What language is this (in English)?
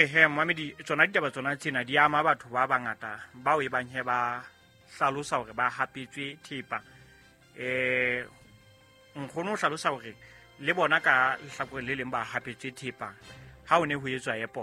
Southern Sotho